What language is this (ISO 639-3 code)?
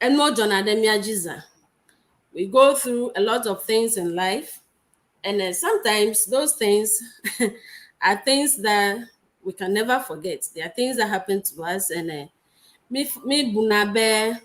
ewe